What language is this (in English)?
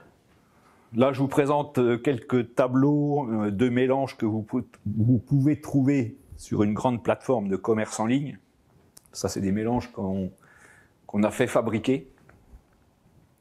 French